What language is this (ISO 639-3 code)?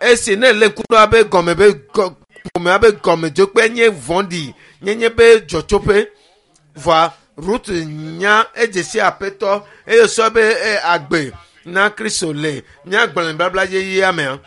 ewe